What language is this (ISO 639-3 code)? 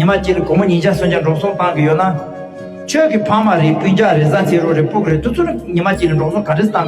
bod